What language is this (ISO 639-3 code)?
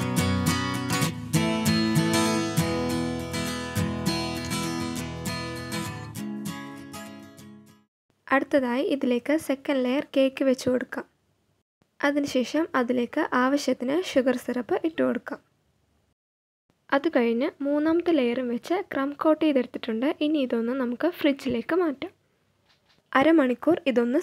mal